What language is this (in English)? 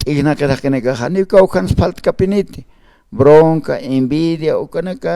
Aymara